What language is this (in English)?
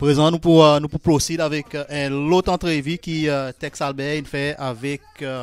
Seselwa Creole French